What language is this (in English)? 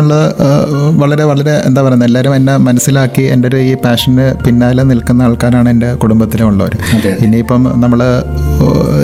Malayalam